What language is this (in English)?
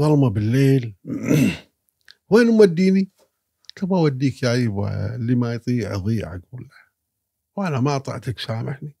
Gulf Arabic